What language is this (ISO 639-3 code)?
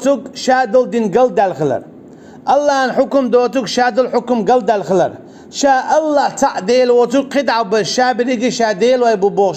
che